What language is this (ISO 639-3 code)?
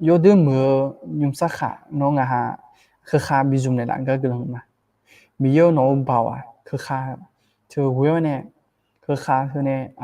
ahk